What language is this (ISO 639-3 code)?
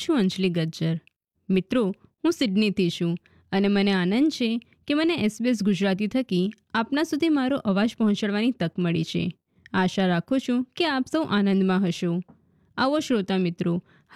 guj